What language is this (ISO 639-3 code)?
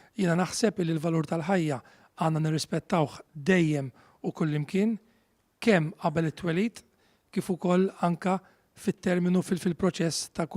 mlt